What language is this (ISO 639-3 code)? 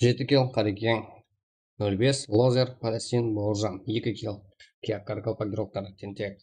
kaa